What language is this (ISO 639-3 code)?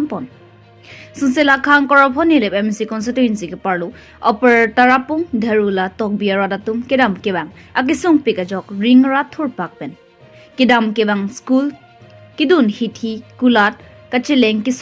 mjw